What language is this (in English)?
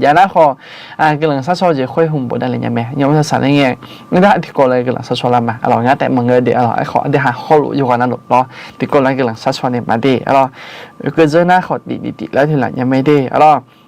Akha